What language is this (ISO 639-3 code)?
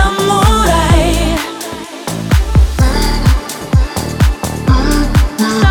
ukr